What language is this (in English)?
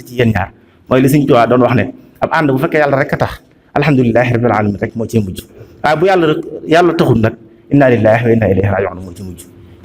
Wolof